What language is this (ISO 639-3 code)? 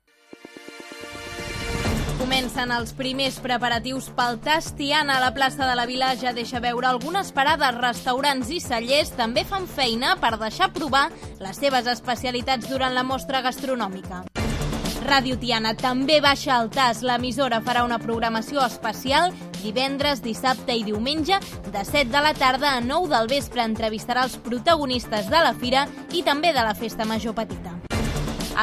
cat